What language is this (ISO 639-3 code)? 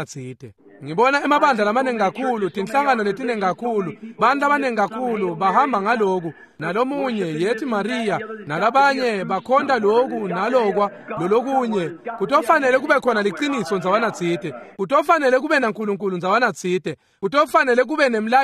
ssw